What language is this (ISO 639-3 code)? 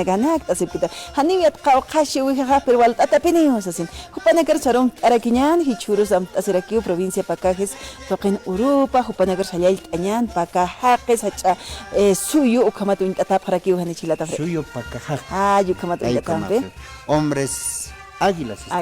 aym